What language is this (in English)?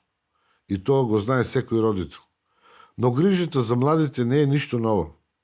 Macedonian